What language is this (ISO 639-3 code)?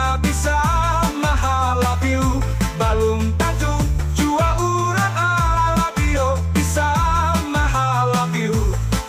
bjn